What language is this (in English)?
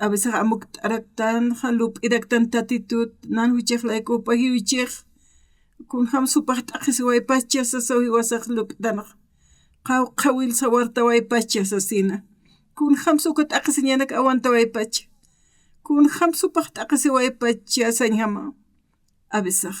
Aymara